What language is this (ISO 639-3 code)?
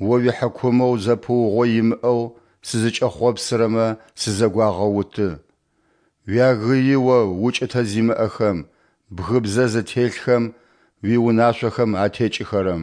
ady